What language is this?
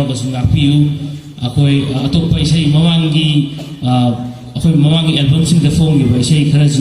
Manipuri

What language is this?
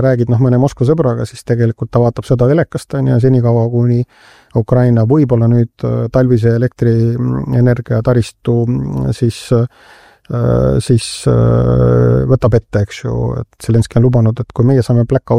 Estonian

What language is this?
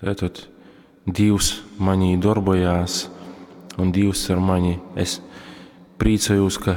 Latgalian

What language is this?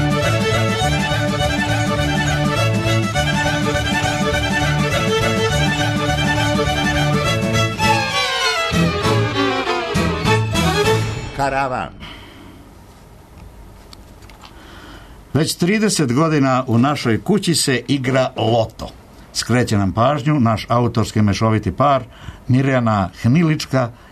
Serbian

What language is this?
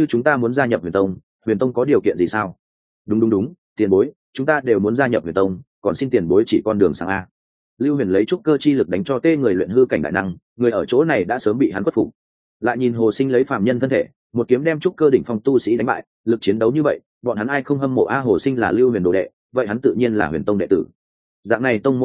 Vietnamese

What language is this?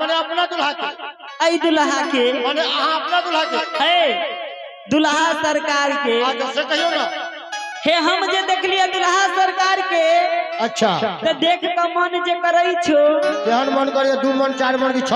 Maithili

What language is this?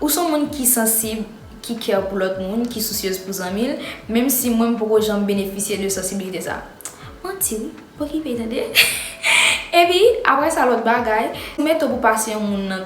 Haitian Creole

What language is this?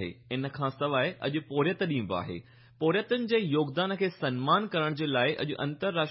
Sindhi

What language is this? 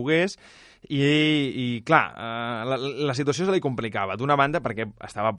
Catalan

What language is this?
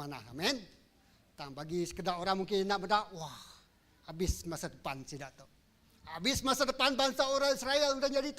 Iban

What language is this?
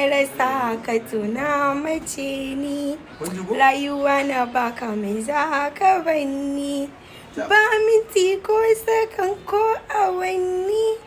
Hausa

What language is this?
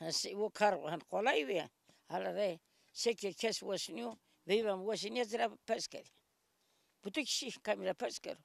Zaza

